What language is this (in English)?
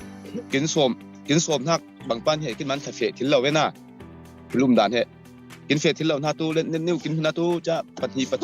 Falam Chin